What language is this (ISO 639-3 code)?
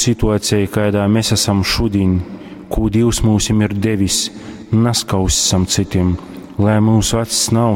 ltg